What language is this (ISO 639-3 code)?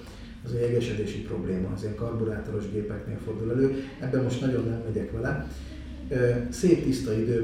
hun